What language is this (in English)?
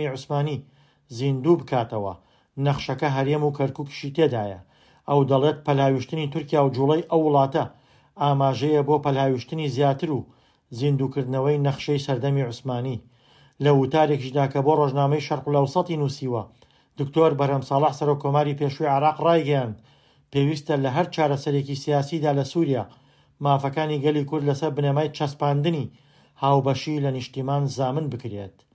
Central Kurdish